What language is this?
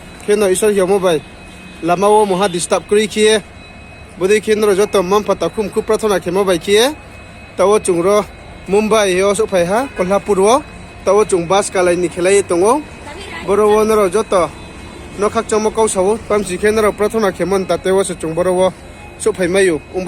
Riang (India)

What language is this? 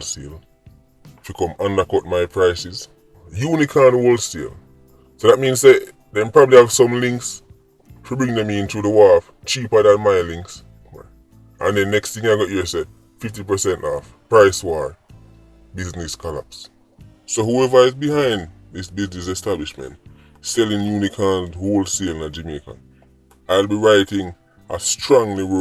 Jamaican Creole English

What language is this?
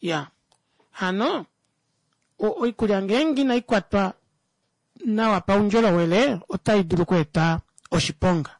Kuanyama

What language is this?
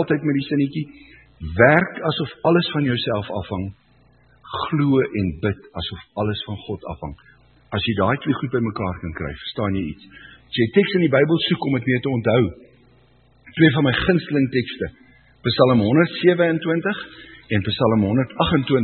Afrikaans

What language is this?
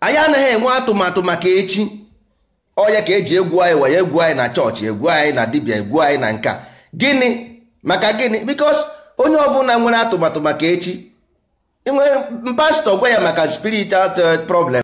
Igbo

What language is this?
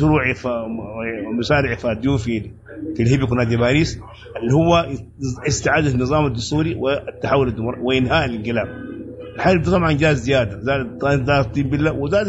Sudanese Arabic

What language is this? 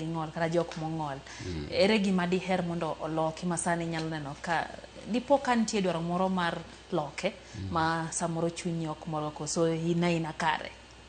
Luo (Kenya and Tanzania)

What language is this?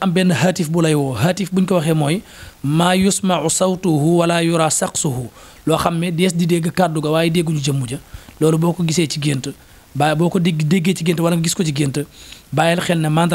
Wolof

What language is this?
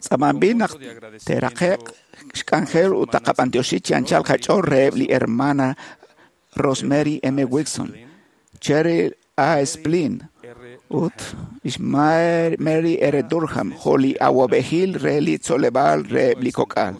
Kekchí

